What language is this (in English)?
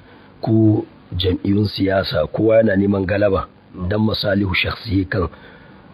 Hausa